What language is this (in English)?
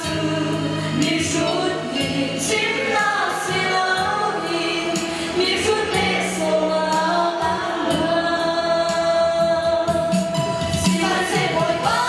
Hakha Chin